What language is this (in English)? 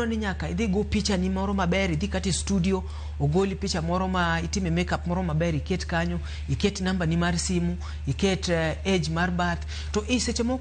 Luo (Kenya and Tanzania)